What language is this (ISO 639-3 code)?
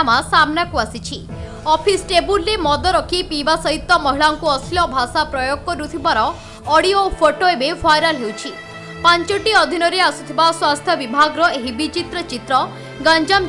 ori